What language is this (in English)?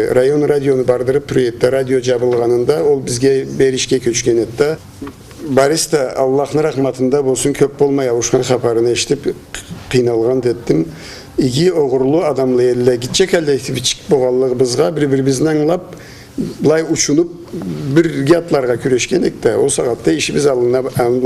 Karachay-Balkar